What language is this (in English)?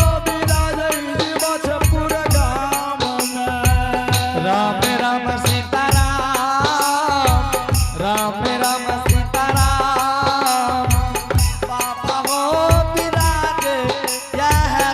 Angika